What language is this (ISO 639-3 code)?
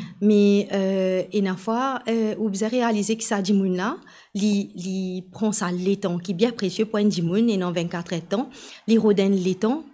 mfe